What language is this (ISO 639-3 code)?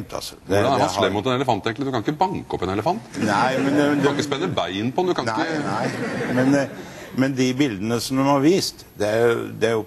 nor